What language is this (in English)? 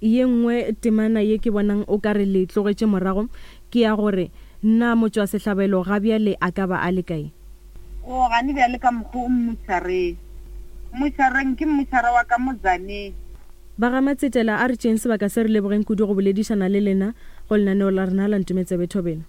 Northern Sotho